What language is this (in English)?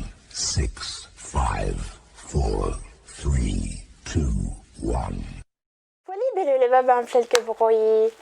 Bambara